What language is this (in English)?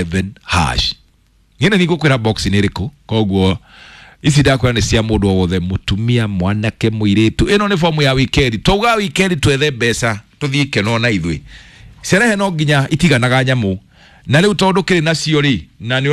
Kikuyu